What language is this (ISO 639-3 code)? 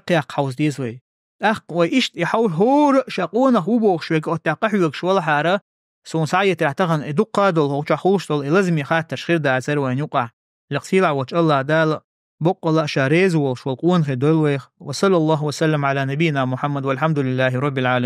che